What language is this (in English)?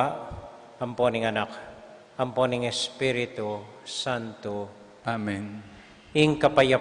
Pampanga